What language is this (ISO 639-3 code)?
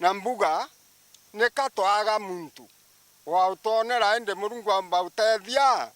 mer